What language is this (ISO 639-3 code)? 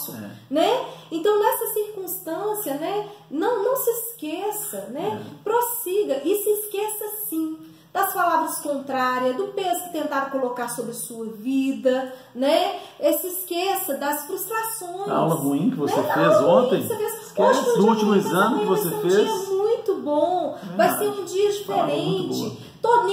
por